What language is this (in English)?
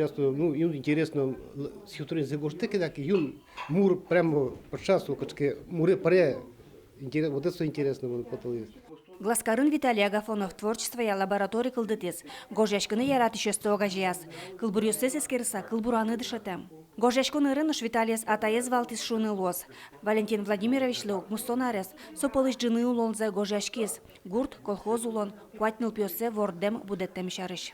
Udmurt